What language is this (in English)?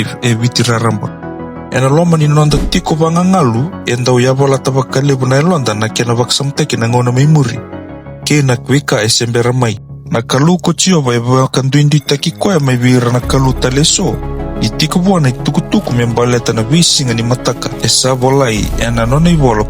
Fijian